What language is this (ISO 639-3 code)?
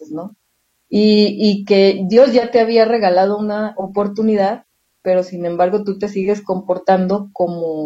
spa